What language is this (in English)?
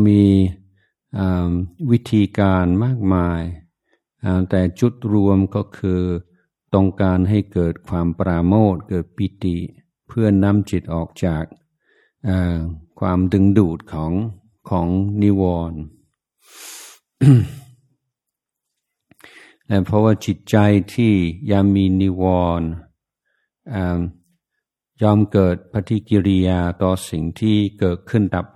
Thai